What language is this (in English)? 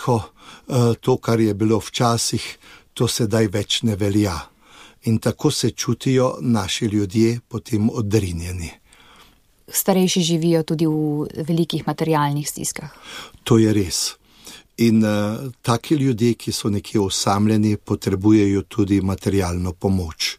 Slovenian